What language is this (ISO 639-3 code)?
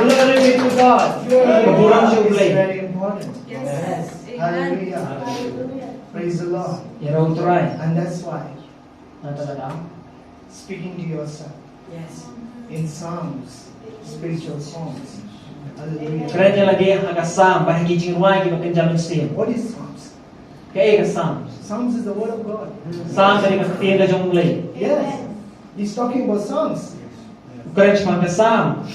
kha